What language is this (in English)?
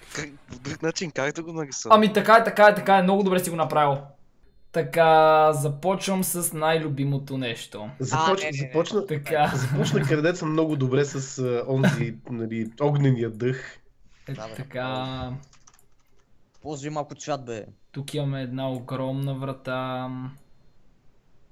Bulgarian